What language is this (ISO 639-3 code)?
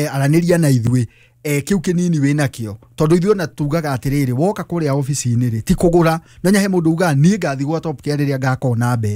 kik